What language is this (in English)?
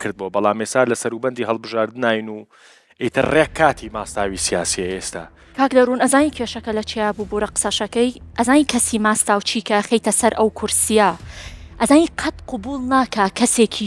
Central Kurdish